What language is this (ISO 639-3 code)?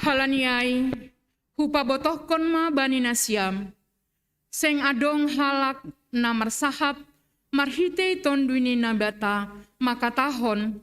bts